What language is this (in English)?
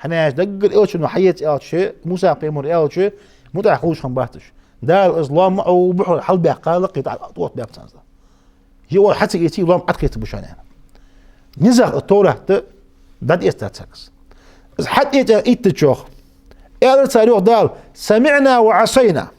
Ingush